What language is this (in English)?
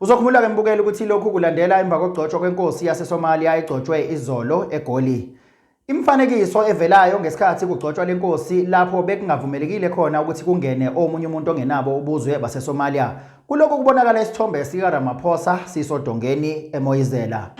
Zulu